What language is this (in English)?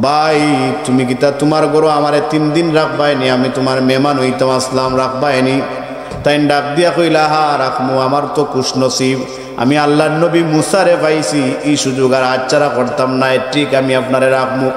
Sylheti